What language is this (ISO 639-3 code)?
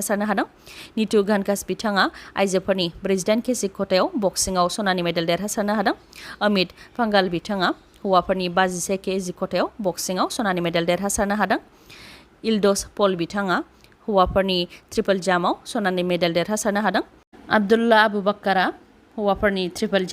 brx